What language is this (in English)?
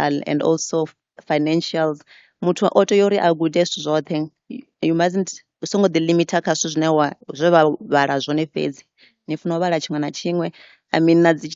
Venda